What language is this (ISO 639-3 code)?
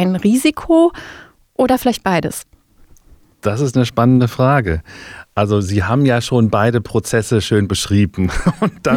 deu